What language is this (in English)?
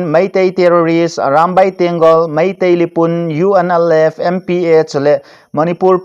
Thado Chin